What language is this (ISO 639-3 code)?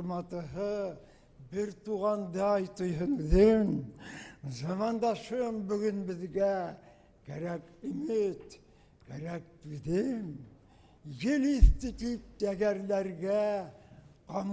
bak